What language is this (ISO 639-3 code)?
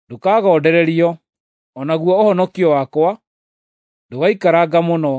kik